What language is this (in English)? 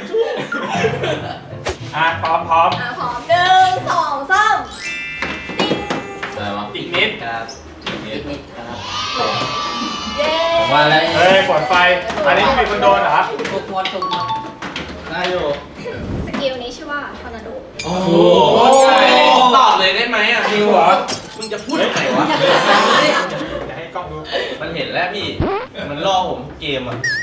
Thai